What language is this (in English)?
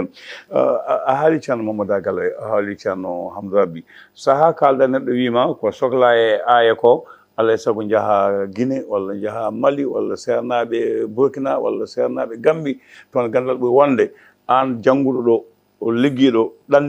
Fula